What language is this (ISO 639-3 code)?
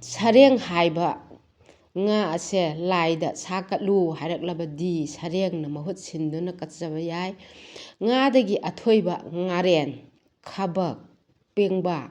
mni